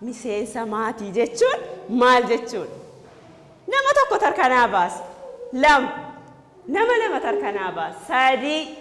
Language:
Oromo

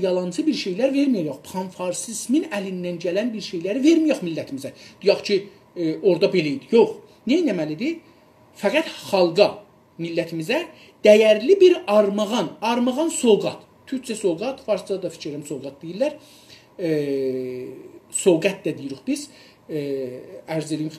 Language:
South Azerbaijani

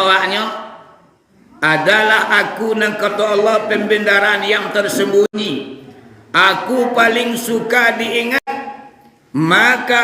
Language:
Minangkabau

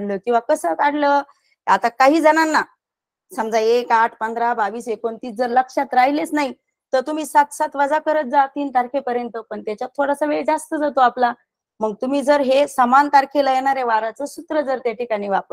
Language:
Marathi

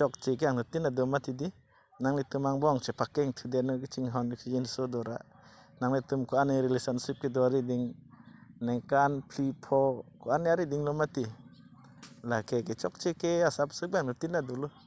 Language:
Karbi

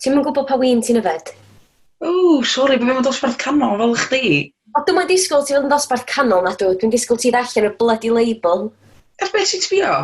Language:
Welsh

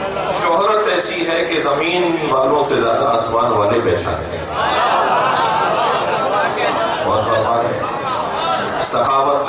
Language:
Urdu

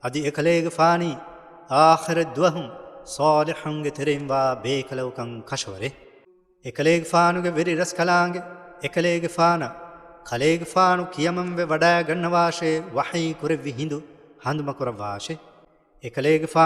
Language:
Divehi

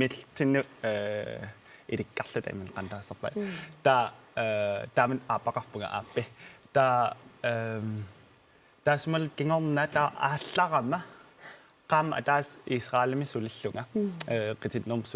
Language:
Kalaallisut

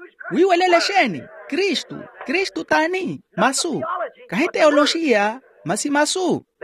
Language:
Makhuwa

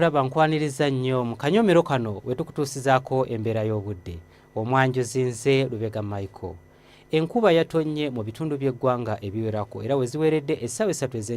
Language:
Ganda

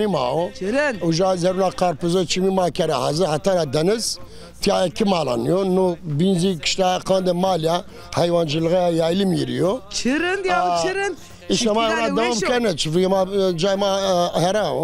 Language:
Zaza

